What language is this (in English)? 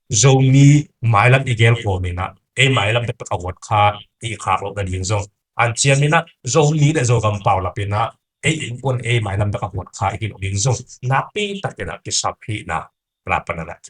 Tedim Chin